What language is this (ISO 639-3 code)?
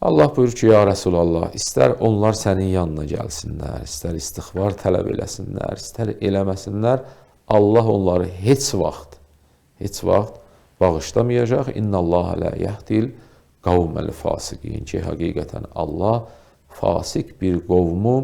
aze